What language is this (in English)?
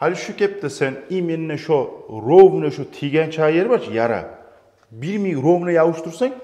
Kumyk